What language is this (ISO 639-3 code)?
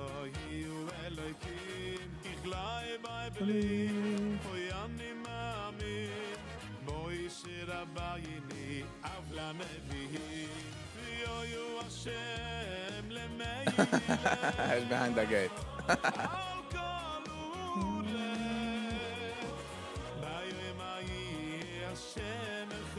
yid